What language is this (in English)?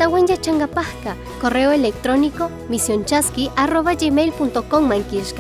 Chimborazo Highland Quichua